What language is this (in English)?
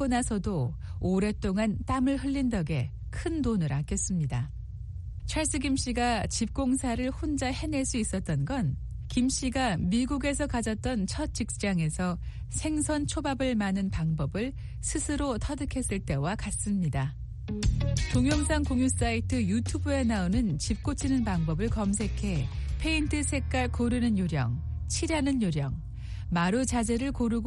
Korean